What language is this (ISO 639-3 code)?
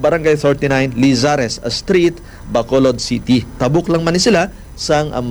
hil